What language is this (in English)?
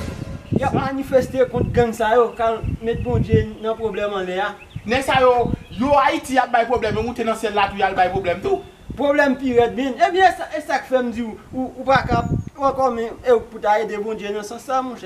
Haitian Creole